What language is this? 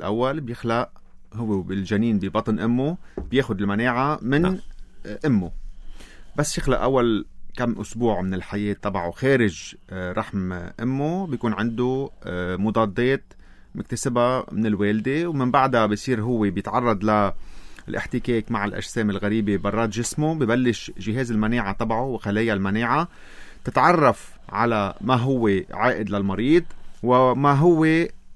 North Levantine Arabic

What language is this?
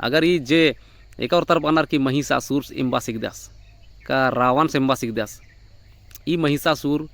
Kurukh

